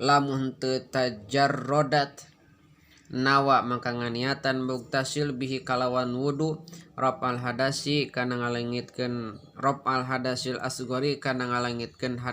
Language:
Sundanese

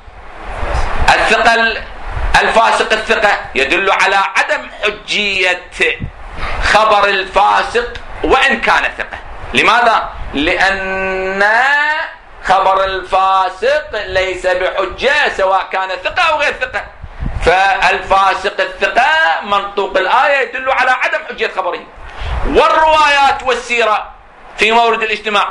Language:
Arabic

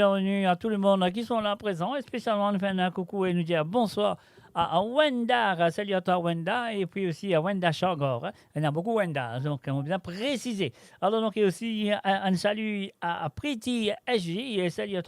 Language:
Morisyen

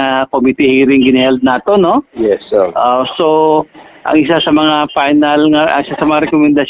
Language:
Hiligaynon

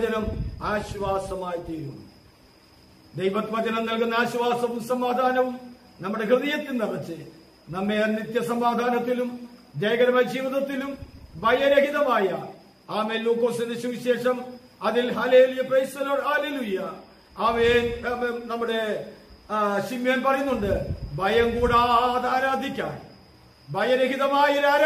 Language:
Malayalam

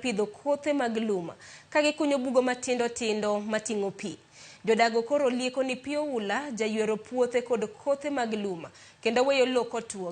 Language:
Luo (Kenya and Tanzania)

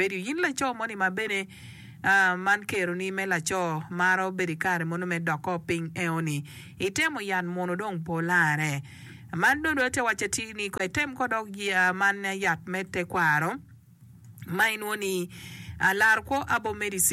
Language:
Acoli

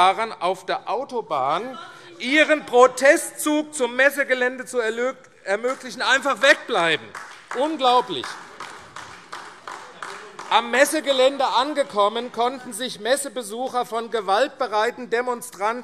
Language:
German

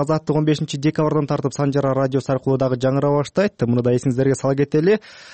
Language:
Kyrgyz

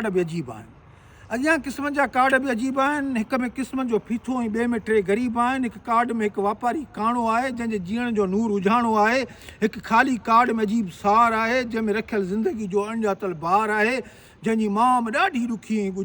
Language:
Sindhi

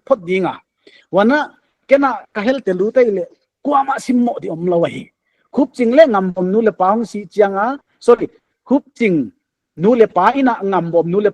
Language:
Paite Chin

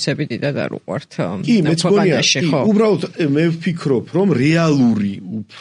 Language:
Georgian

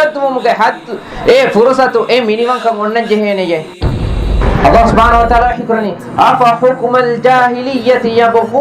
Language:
Divehi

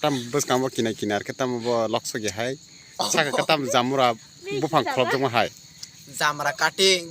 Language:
Kok Borok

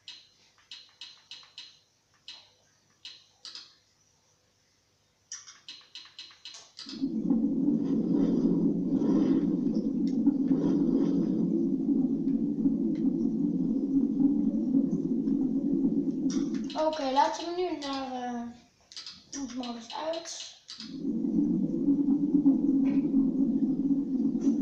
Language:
Dutch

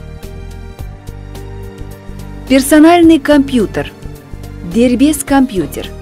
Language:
Kazakh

